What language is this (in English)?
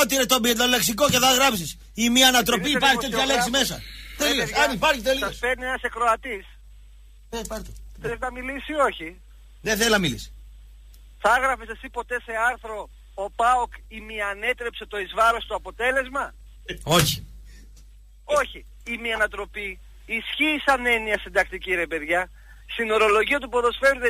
Greek